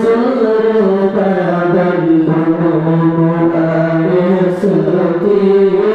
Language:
Achinese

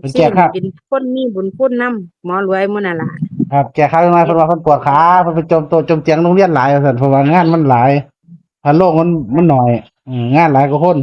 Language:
Northeastern Thai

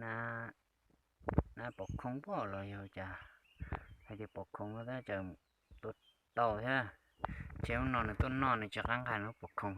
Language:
Hmong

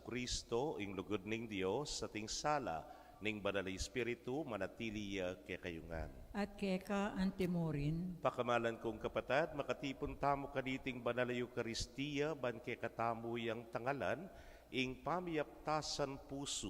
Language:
Pampanga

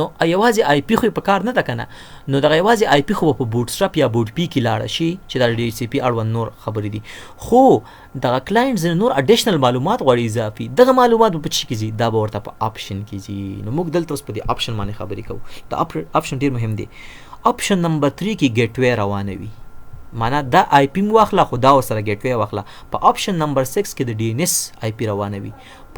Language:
Pashto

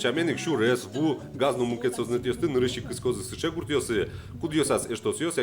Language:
Udmurt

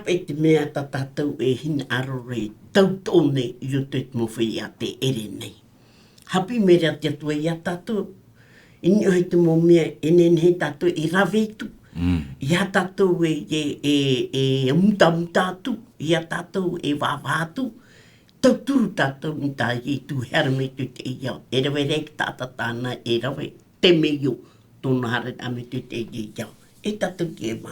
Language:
Tahitian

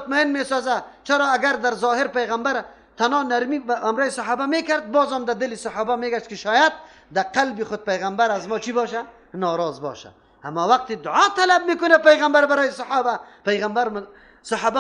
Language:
Persian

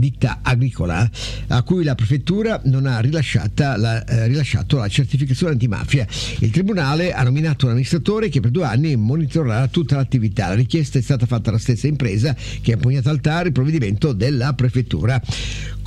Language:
Italian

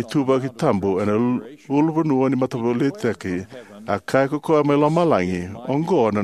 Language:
Fijian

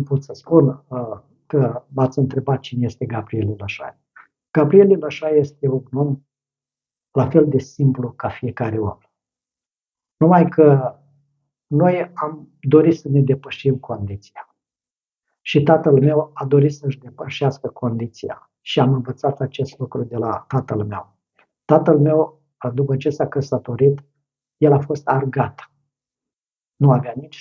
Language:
Romanian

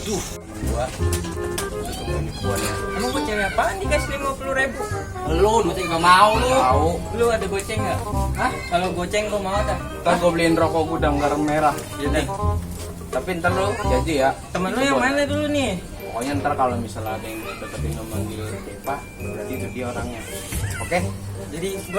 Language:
Betawi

